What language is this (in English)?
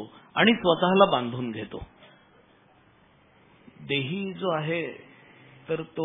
Marathi